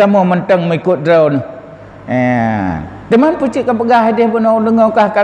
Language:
Achinese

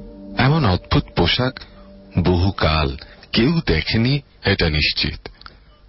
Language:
Bangla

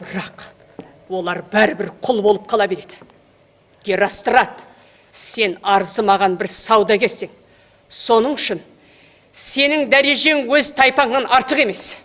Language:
Kara-Kalpak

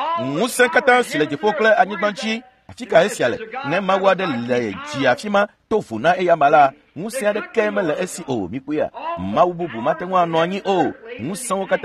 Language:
Ewe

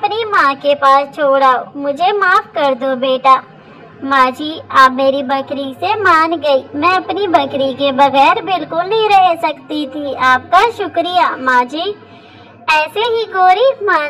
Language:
Hindi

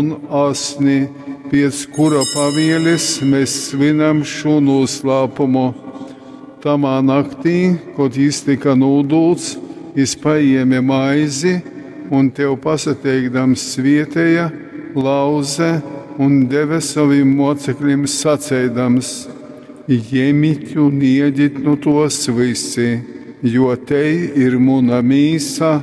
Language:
Latgalian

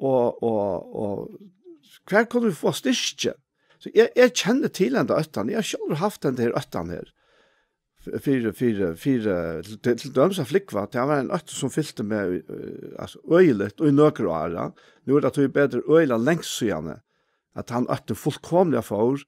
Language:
Faroese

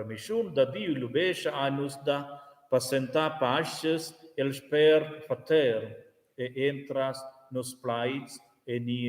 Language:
Romansh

